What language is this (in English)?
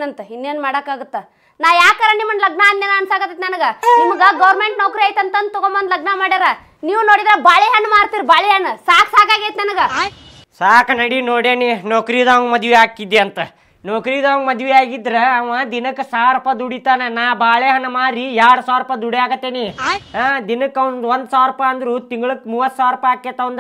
Kannada